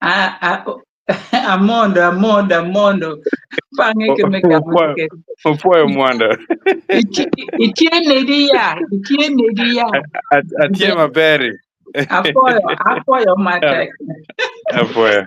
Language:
Acoli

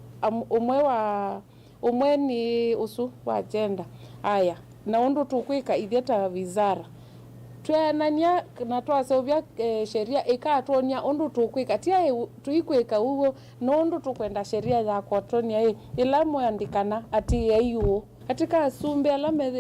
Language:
Kamba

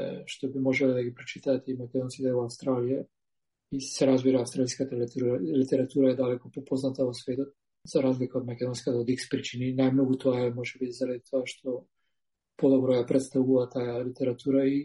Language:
Macedonian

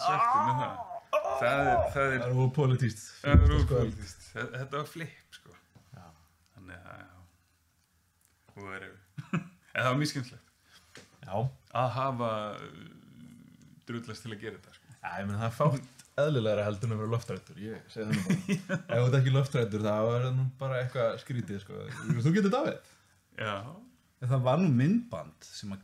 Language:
Icelandic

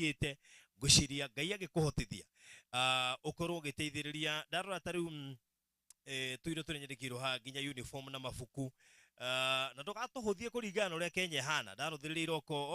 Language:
Kikuyu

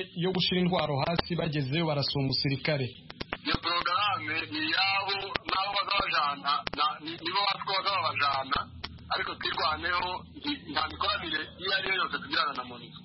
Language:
Kinyarwanda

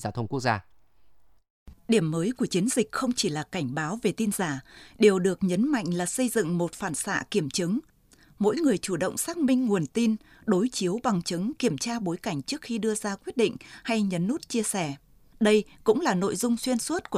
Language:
Vietnamese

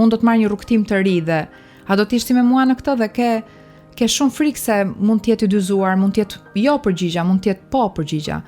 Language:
Albanian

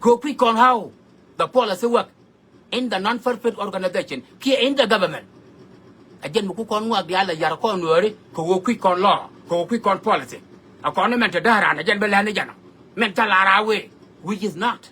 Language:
Nuer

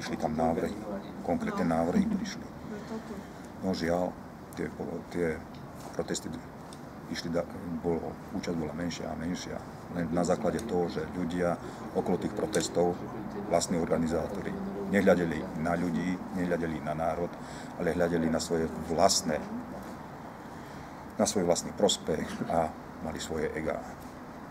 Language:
Slovak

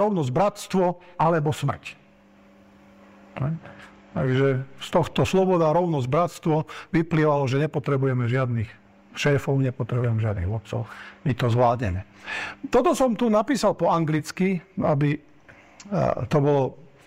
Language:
Slovak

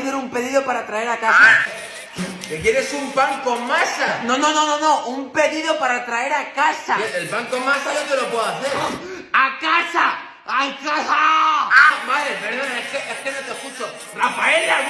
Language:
Spanish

